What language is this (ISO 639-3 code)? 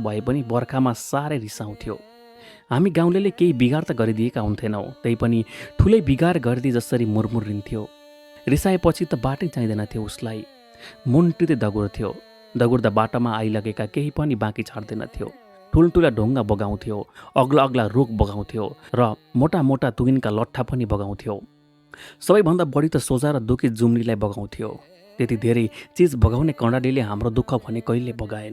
nep